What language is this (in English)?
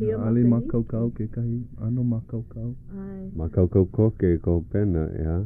Hawaiian